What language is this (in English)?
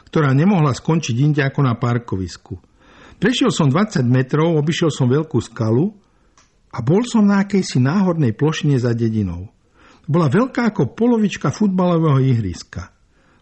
Slovak